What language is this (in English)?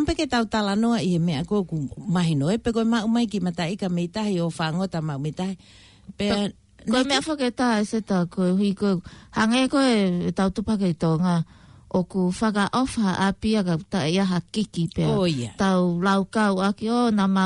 Tongan